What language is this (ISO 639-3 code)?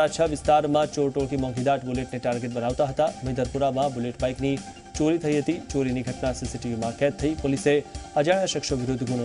guj